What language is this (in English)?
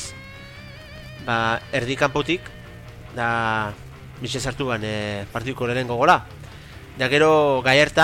Basque